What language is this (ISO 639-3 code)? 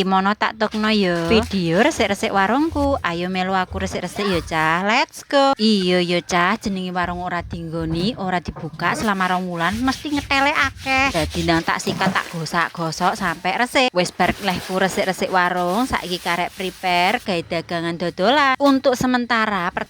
jav